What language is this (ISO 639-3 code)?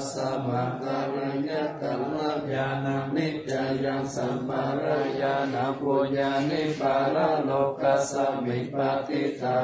pli